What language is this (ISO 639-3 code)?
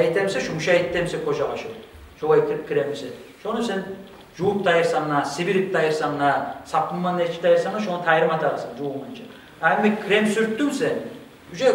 kum